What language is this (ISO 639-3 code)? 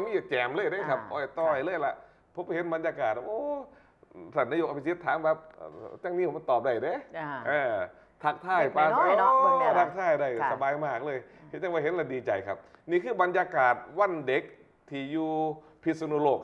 tts